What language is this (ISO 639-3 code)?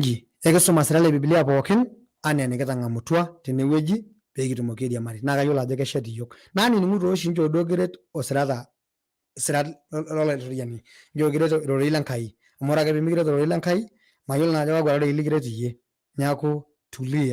mas